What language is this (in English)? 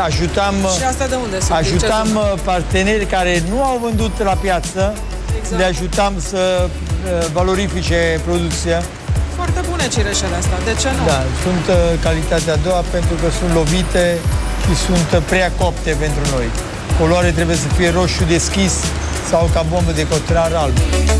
Romanian